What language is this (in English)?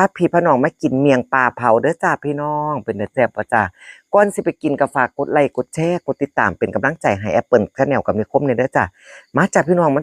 Northeastern Thai